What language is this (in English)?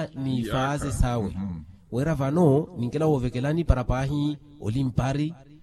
Makhuwa